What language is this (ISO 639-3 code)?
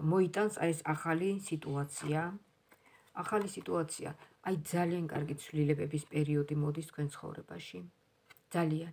kat